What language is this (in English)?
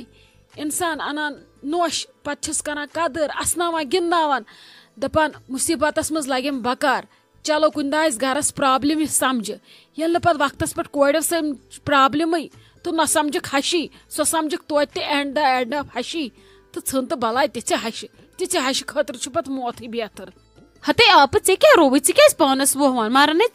Kashmiri